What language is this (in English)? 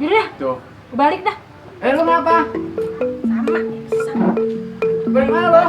Betawi